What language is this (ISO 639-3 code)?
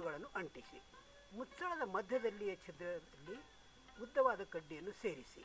kan